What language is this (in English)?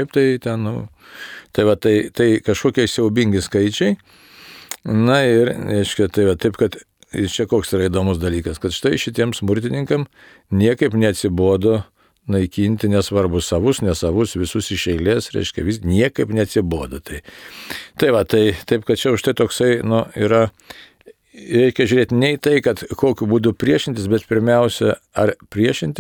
Lithuanian